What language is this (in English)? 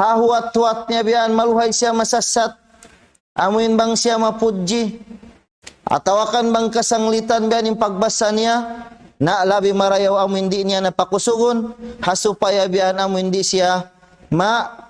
Tausug